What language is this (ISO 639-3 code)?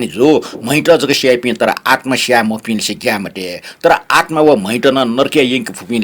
new